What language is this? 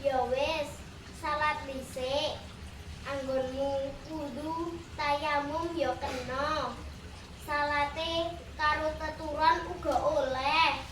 Javanese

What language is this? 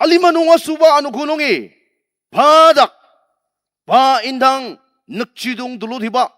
Ao Naga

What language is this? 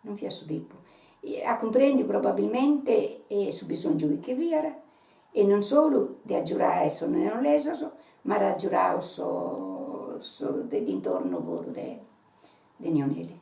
Sardinian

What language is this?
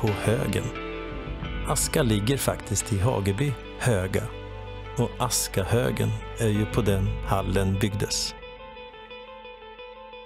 Swedish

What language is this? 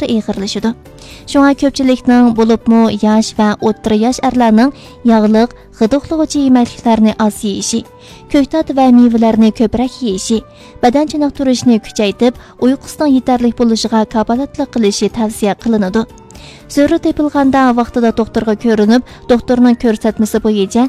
Uyghur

